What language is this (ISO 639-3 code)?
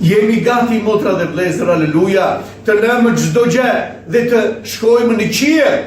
sqi